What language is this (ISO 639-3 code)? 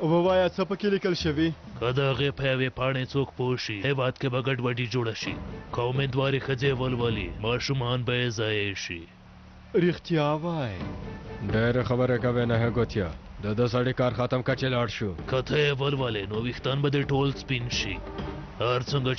pus